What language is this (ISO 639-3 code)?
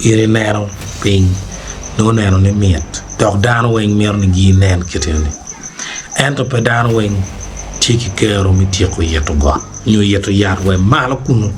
ach